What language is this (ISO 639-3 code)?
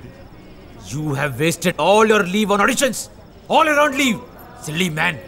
hin